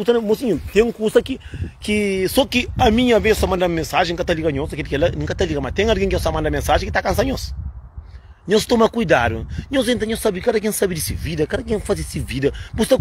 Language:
Kabuverdianu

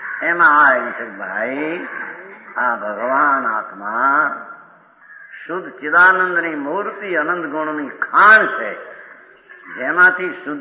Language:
Gujarati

